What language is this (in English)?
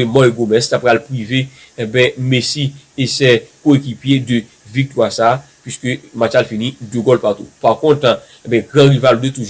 Haitian Creole